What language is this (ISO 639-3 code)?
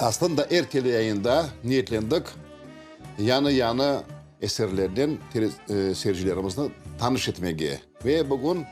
crh